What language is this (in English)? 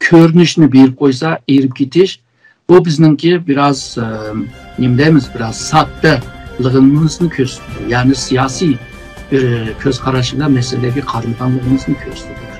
Uyghur